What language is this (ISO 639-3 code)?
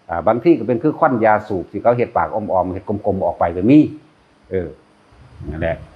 tts